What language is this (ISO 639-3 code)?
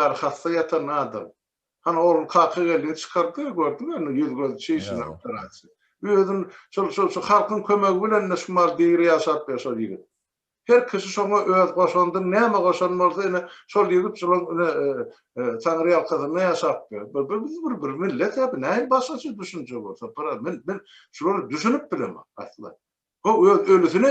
tuk